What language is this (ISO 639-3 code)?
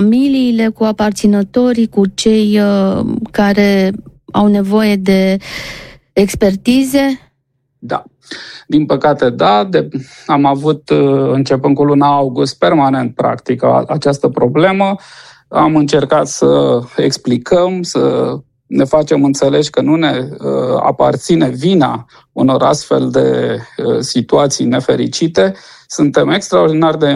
ron